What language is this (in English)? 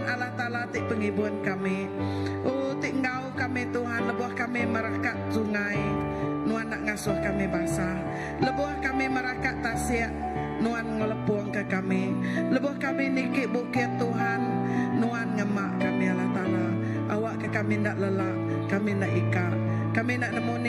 Iban